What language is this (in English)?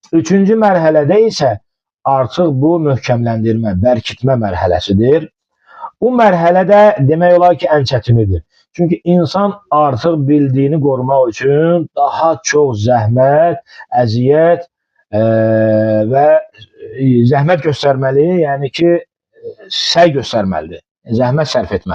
Azerbaijani